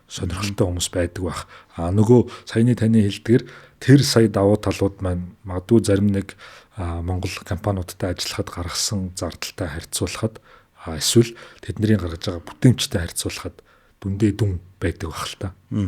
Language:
Mongolian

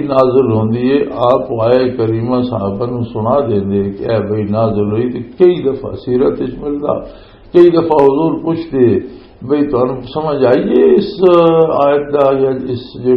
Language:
Western Panjabi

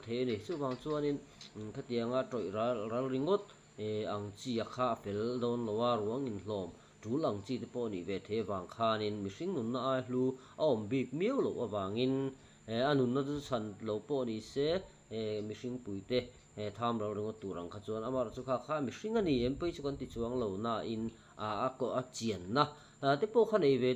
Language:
Mizo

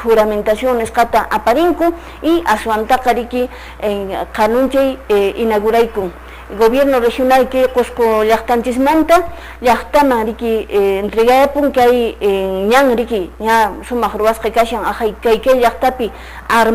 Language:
Quechua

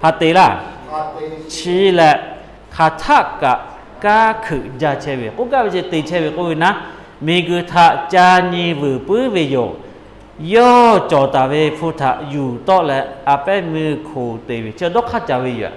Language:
Lahu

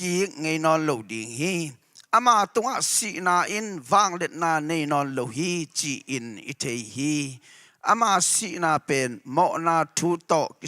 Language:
Tedim Chin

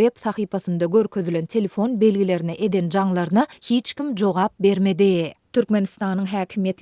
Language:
Turkmen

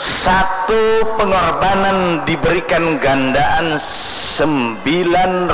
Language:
Banjar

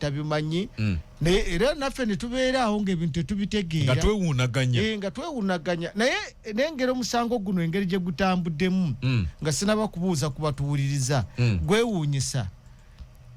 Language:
Ganda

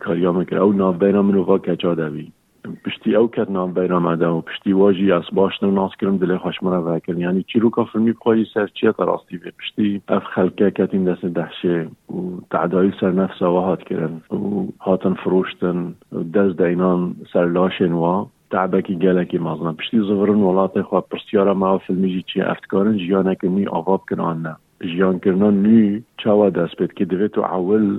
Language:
Kurdish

